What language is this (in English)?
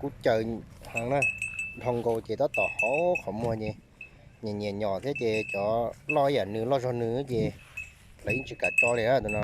Hmong